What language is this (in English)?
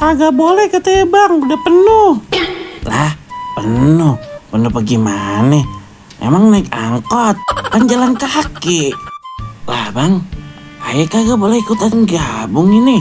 Betawi